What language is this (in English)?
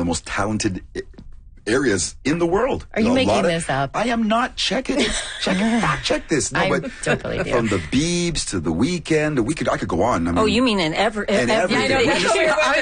English